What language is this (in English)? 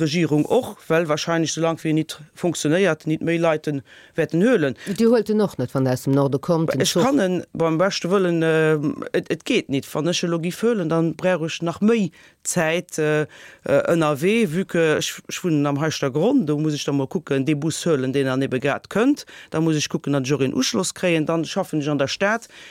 Luxembourgish